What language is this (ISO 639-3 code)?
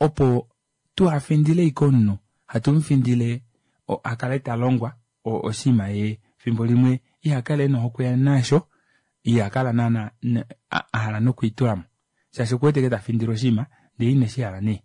kua